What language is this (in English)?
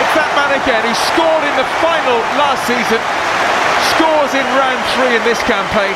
Masai